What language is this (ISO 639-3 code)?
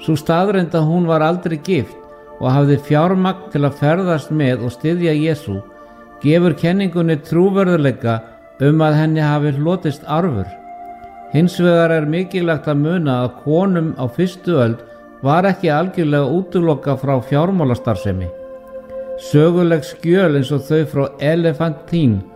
isl